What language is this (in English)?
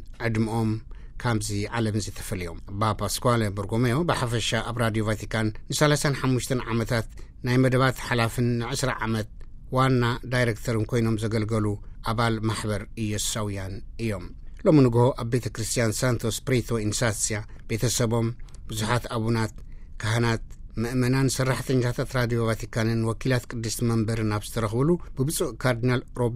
Tigrinya